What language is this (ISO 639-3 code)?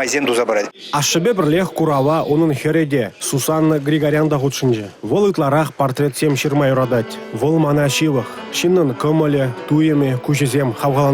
chv